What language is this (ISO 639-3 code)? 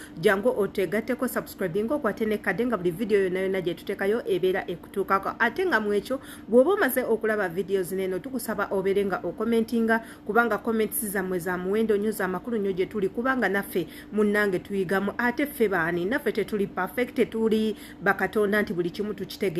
lug